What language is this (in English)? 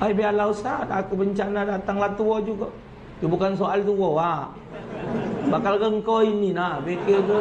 Musi